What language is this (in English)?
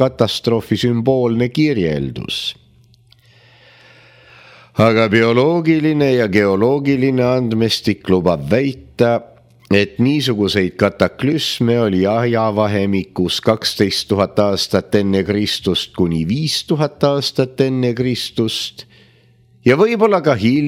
Estonian